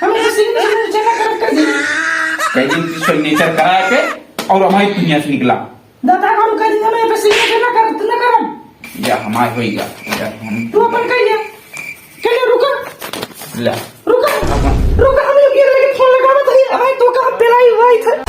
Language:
Awadhi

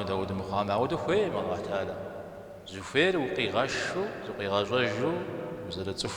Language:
Kabardian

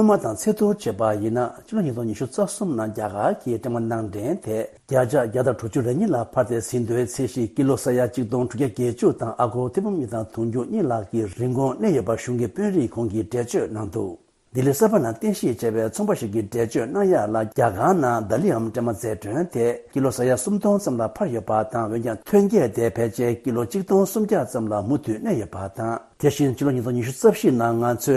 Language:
Tibetan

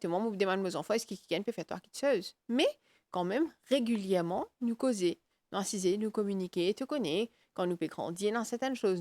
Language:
Morisyen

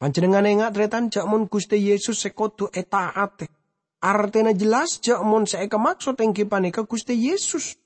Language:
Madurese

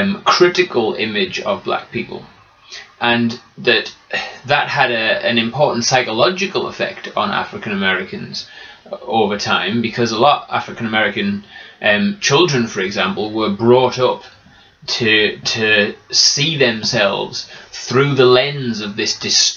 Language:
English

